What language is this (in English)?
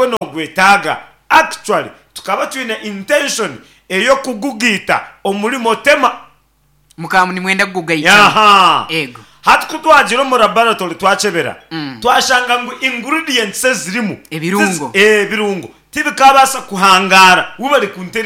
Nyankole